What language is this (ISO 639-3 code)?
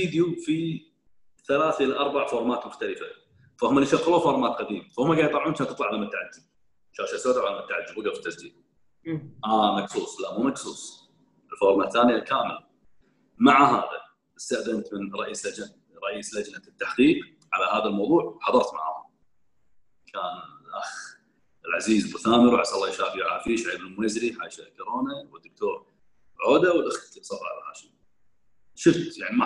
afb